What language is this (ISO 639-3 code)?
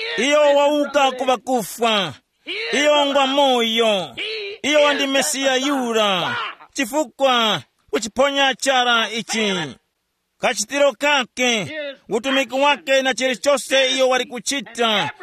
tum